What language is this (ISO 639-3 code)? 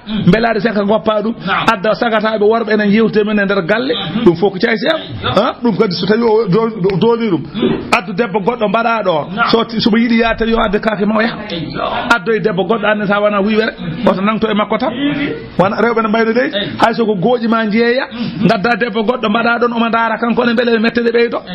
ful